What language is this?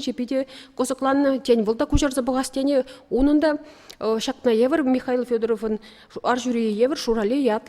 Chuvash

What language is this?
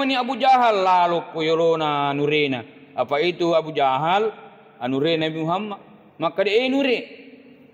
Buginese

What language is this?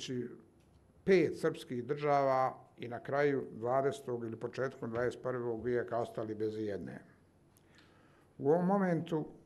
Serbian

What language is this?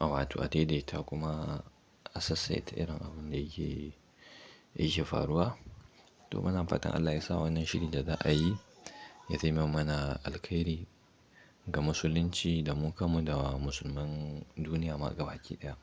Hausa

